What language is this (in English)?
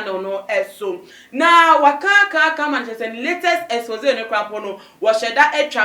Akan